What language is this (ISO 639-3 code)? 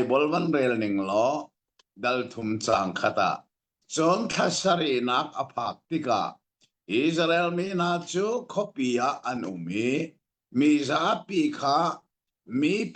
cnh